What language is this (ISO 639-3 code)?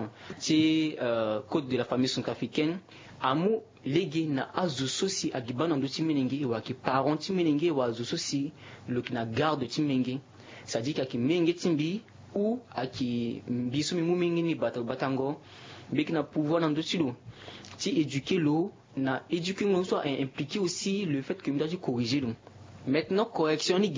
sag